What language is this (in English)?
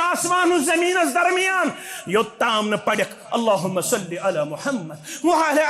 Kashmiri